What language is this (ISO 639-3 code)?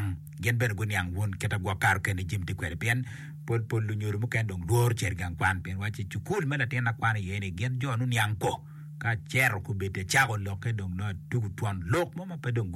ach